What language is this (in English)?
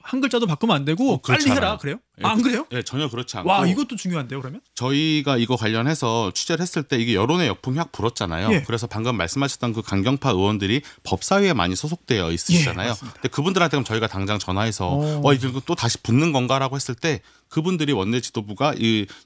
Korean